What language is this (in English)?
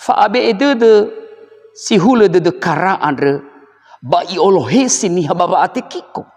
Nias